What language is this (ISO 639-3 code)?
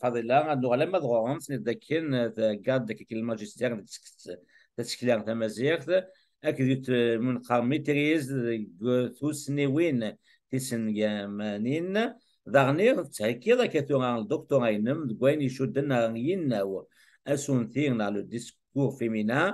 kab